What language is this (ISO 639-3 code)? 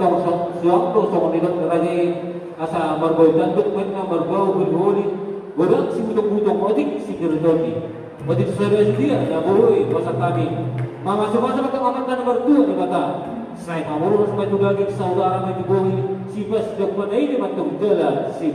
bbc